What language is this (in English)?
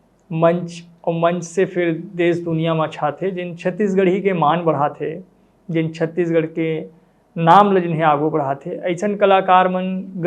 Chhattisgarhi